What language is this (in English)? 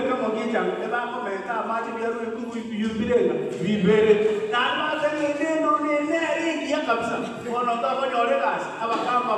Gusii